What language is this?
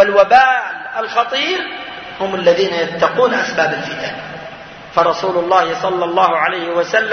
Arabic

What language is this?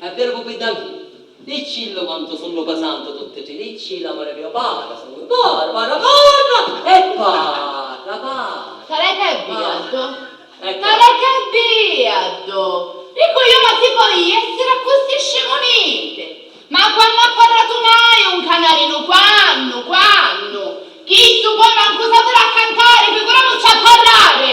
Sicilian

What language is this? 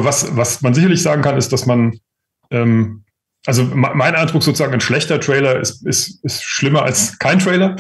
German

